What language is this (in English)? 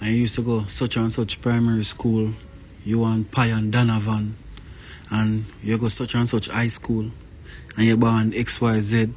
Jamaican Creole English